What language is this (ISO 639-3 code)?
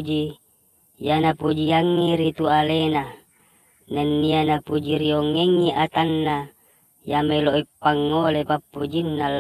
bug